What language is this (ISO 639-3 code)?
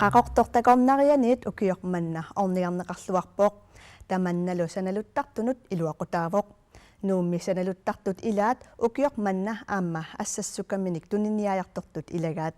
kal